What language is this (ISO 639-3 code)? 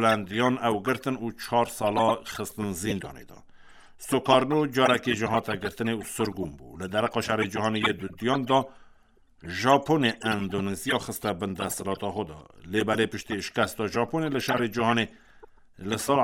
kur